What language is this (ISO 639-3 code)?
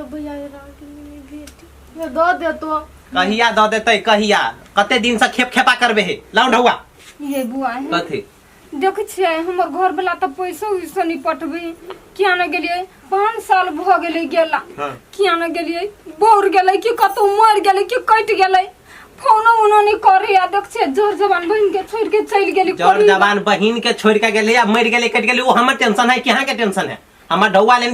mai